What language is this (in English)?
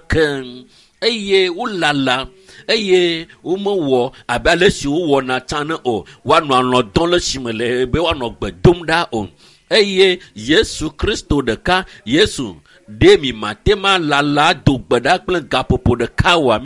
Ewe